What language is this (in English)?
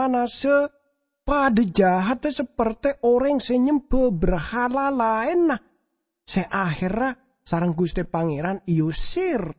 Madurese